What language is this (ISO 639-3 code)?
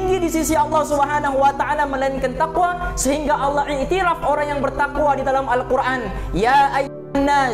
msa